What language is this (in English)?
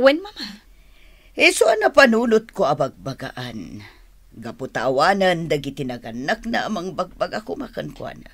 Iloko